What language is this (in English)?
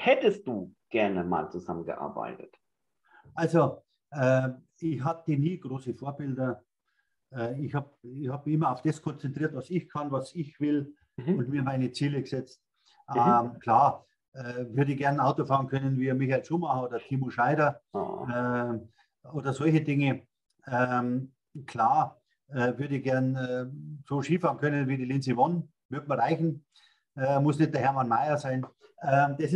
German